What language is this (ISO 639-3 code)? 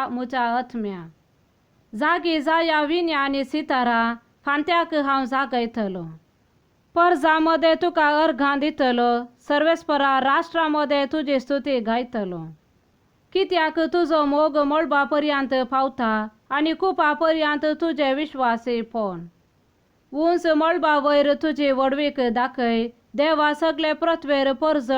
kok